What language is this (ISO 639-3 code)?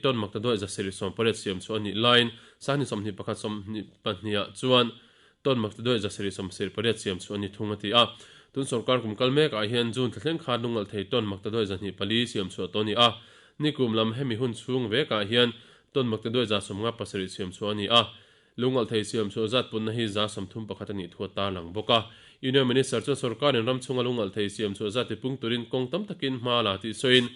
lus